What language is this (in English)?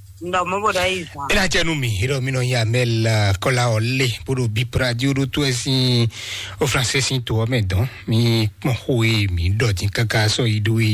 Fon